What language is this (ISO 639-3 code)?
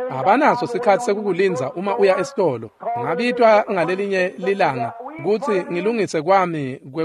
ssw